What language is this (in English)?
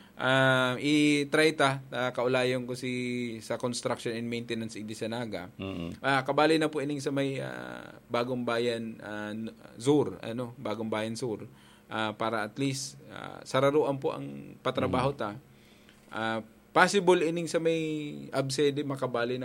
Bikol